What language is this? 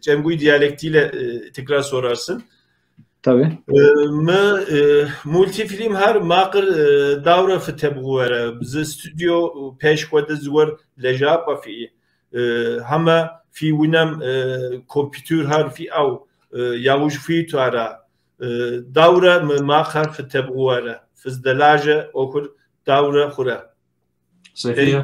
Kabardian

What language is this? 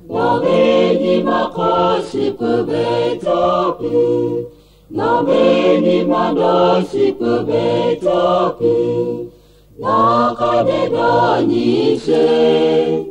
Lahu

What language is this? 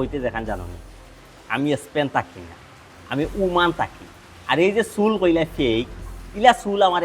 Sylheti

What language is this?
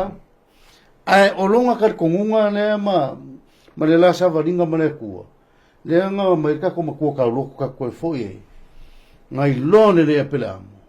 Samoan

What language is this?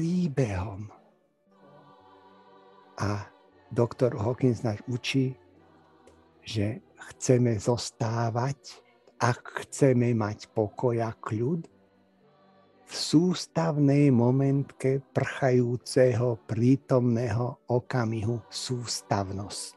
Slovak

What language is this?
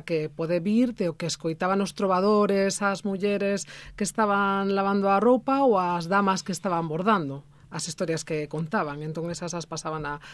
Galician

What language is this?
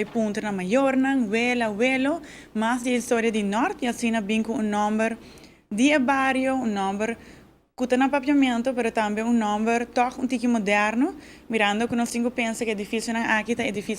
Papiamento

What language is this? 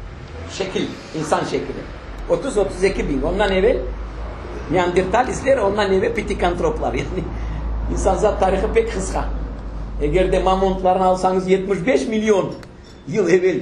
Crimean Tatar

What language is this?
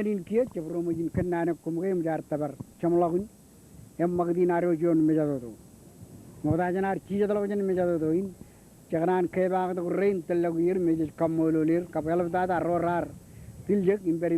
Marshallese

